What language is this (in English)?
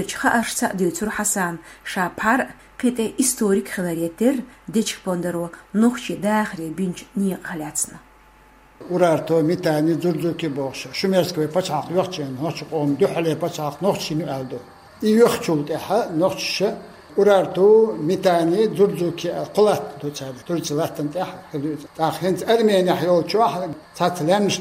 Chechen